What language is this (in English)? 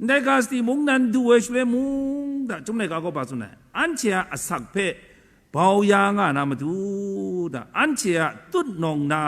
Kachin